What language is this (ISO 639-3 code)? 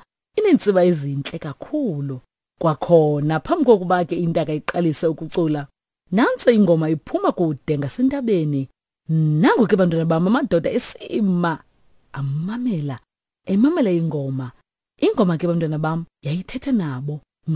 xho